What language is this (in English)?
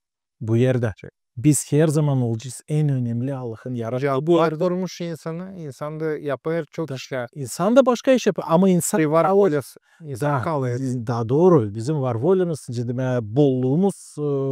Gagauz